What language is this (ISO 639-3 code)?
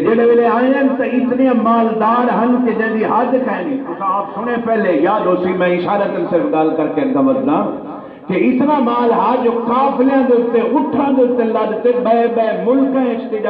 skr